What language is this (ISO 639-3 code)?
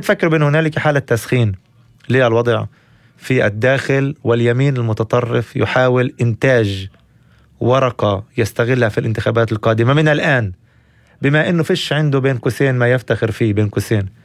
apc